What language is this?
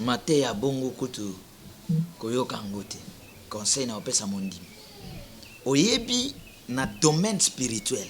Lingala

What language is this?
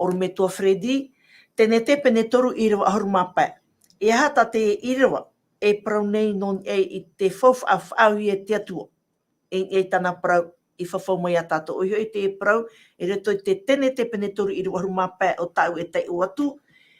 Tahitian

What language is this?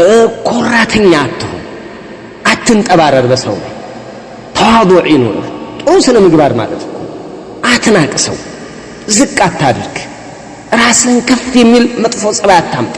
Amharic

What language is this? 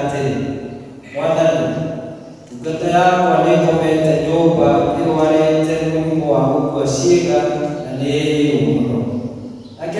Kikuyu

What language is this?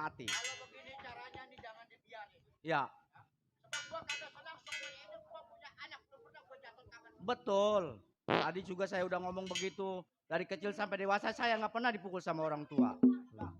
Betawi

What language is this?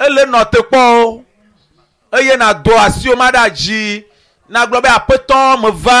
Ewe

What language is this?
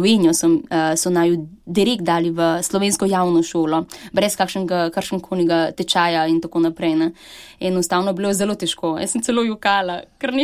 Slovenian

